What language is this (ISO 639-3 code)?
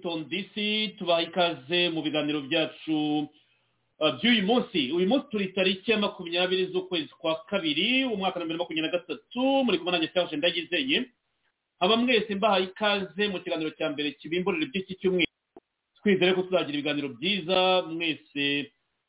kin